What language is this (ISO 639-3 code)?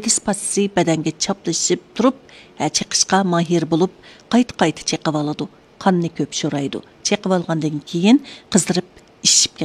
uig